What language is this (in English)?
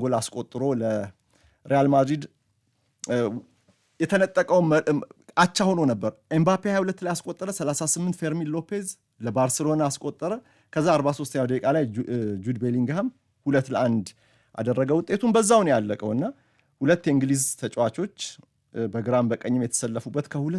Amharic